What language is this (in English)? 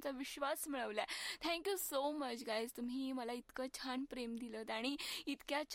Marathi